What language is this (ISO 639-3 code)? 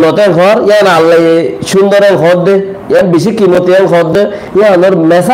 rhg